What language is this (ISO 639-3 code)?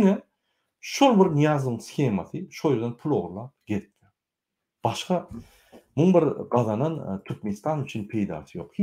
tuk